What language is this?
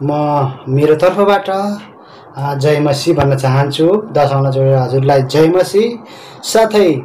Nepali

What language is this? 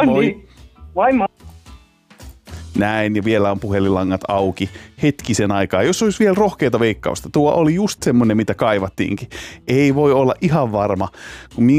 Finnish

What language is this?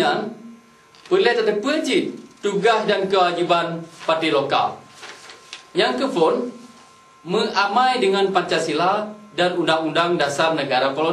Achinese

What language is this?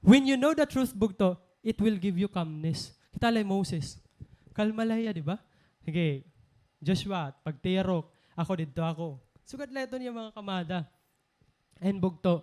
Waray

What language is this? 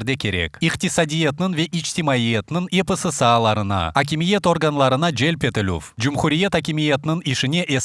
Crimean Tatar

